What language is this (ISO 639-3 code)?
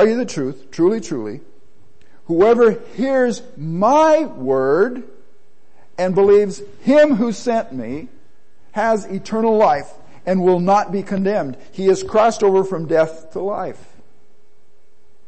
eng